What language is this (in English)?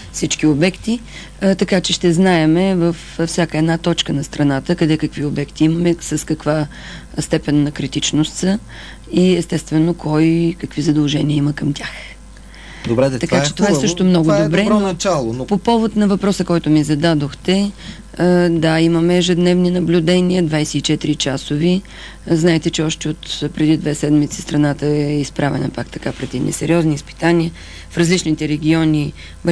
Bulgarian